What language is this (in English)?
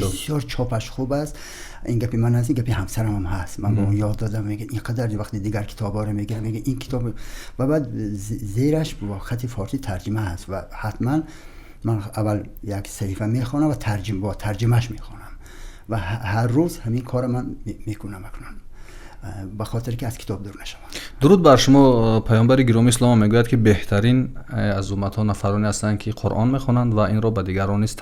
Tajik